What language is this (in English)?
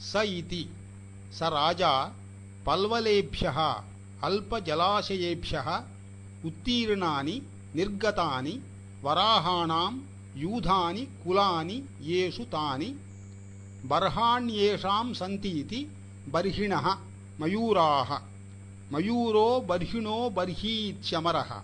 Sanskrit